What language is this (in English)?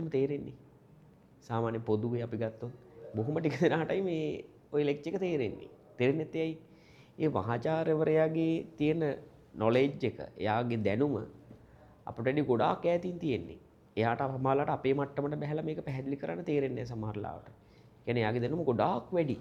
Sinhala